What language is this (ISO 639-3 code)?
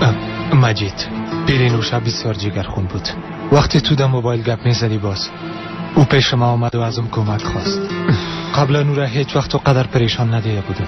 fas